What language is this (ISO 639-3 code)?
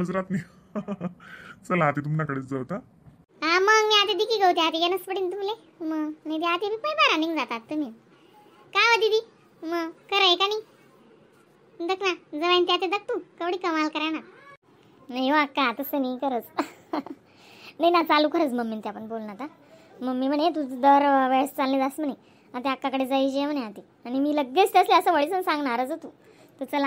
khn